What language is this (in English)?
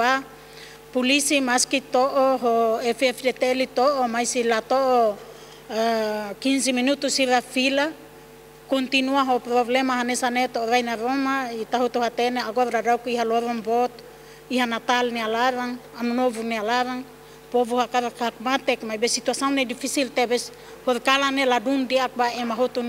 Tetum